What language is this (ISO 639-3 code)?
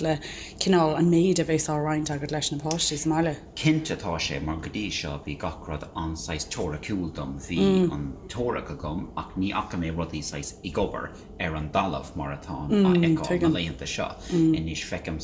gle